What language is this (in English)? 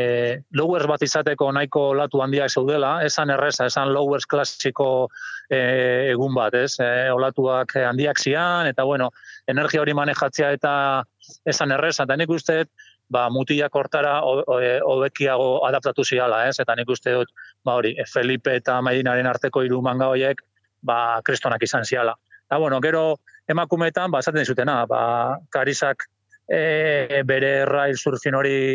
Basque